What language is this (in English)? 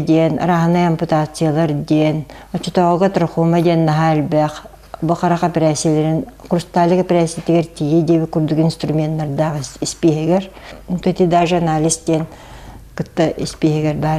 Yakut